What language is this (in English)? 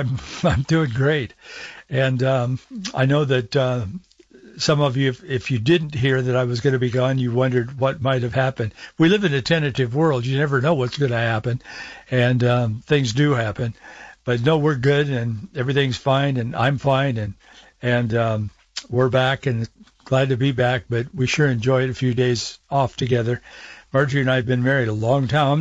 English